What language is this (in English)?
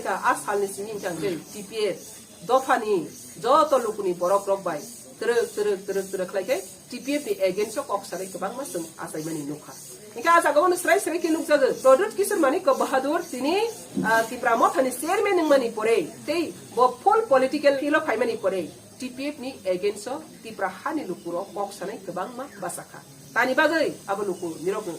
Kok Borok